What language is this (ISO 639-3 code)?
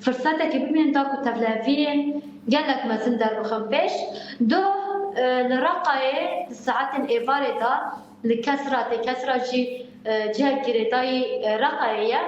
kur